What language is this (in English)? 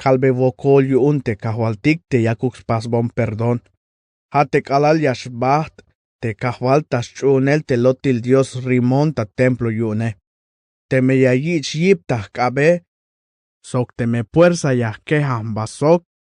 Tzeltal